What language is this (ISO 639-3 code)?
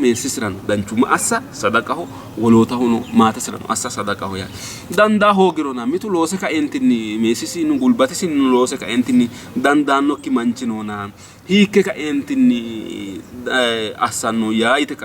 sid